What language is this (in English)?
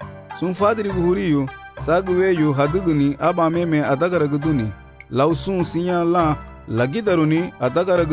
Garifuna